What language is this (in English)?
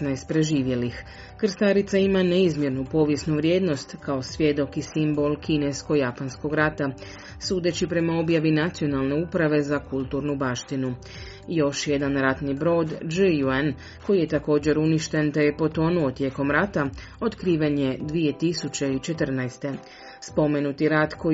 Croatian